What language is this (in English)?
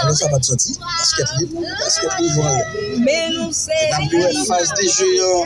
Haitian Creole